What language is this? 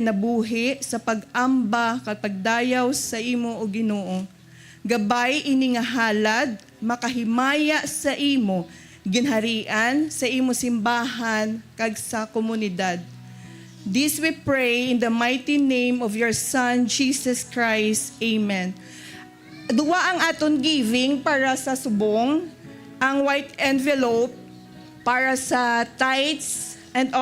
Hiligaynon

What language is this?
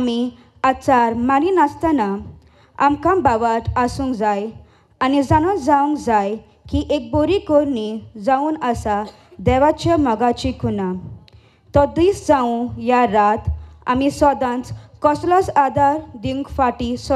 Konkani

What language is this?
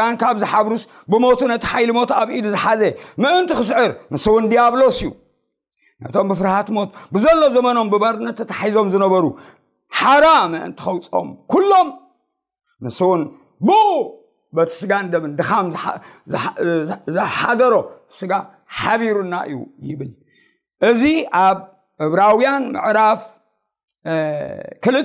Tigrinya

